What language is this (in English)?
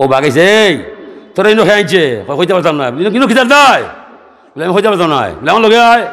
Sylheti